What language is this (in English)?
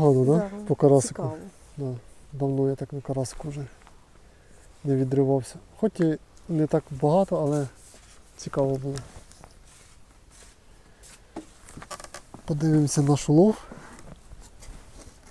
Ukrainian